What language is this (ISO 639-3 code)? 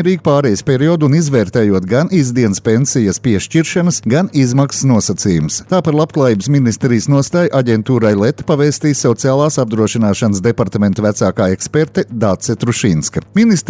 lav